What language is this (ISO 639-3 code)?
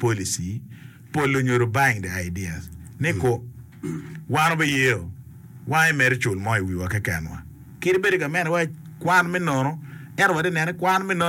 ach